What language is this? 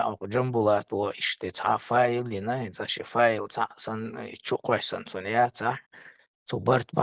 Chechen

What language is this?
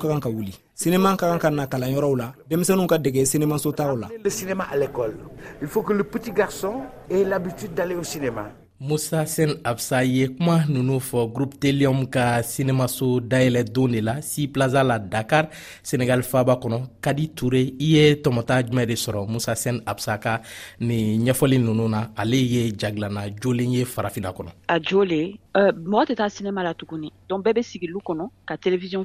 Bambara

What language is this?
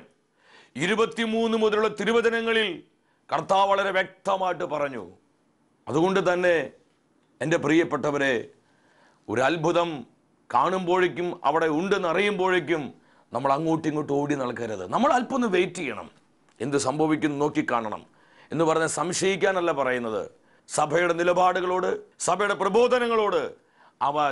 Malayalam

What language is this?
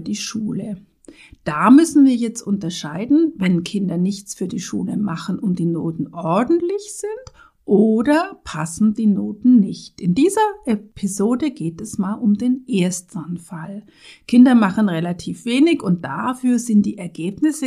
German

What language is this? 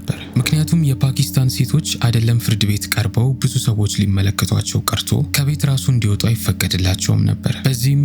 Amharic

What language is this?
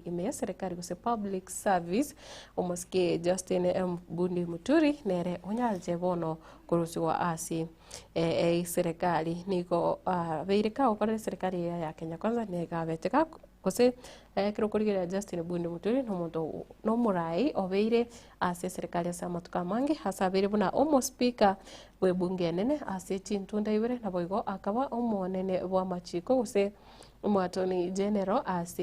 Gusii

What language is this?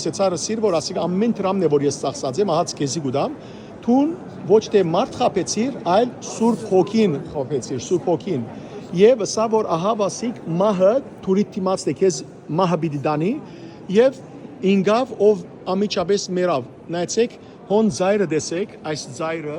Western Armenian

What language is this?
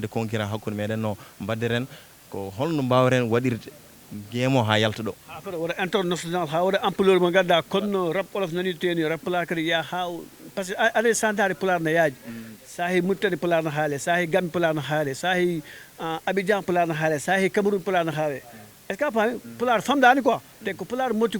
Fula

